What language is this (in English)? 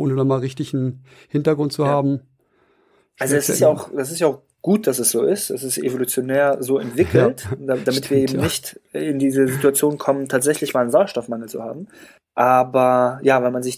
German